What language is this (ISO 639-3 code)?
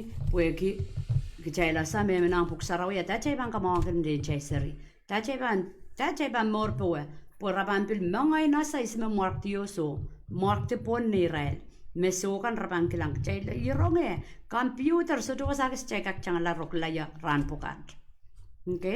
pon